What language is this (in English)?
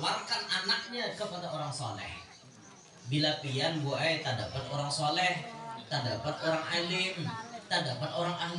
Banjar